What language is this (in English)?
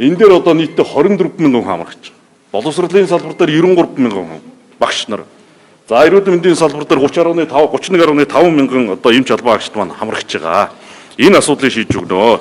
Mongolian